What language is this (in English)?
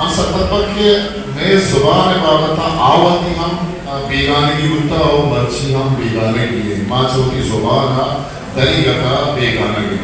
Eastern Balochi